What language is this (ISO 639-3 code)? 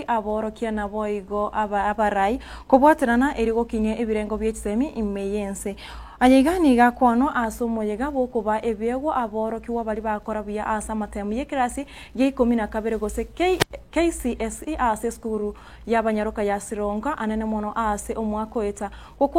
guz